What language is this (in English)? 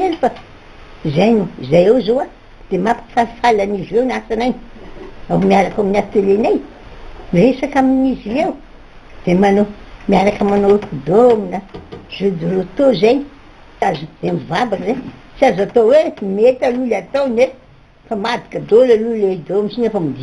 Malagasy